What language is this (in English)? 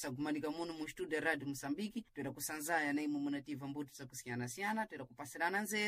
Sena